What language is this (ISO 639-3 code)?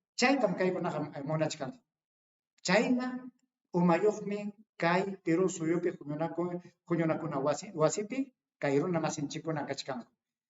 quy